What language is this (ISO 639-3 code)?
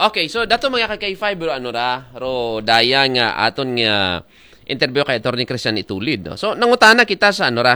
akl